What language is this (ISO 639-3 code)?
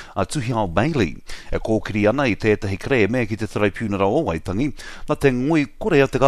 mri